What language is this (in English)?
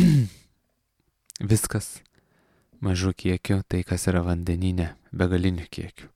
Lithuanian